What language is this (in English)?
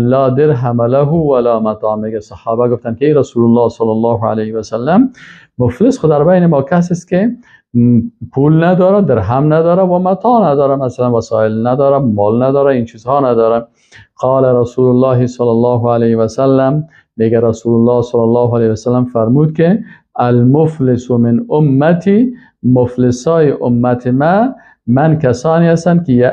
Persian